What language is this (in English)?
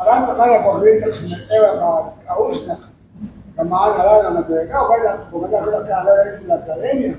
Kekchí